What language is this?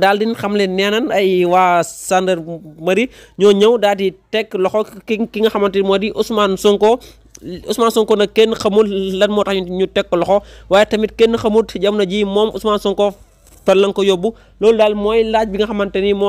Wolof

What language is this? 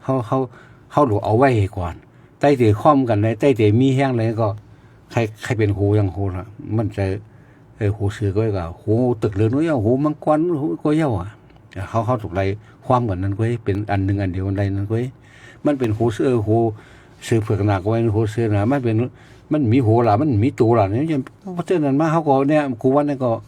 Shan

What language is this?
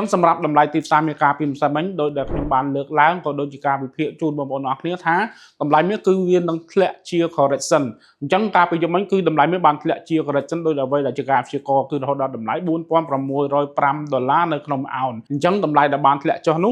Khmer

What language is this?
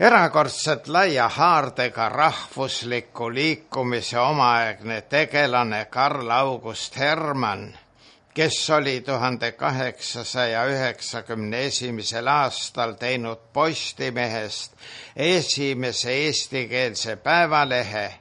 Estonian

